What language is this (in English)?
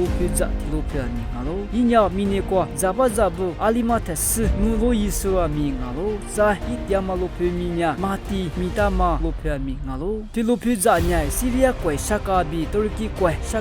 Lisu